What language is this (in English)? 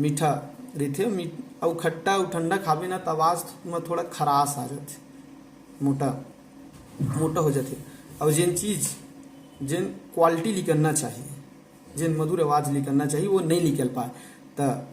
Chhattisgarhi